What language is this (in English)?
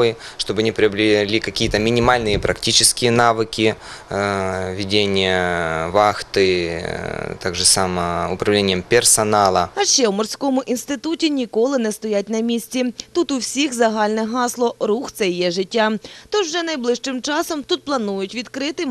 Ukrainian